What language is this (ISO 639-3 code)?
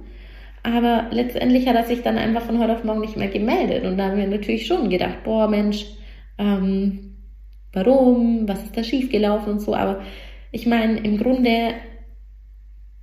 deu